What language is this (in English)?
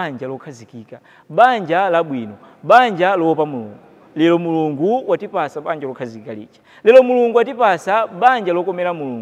Nyanja